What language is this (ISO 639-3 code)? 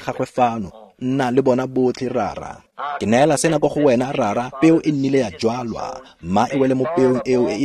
tsn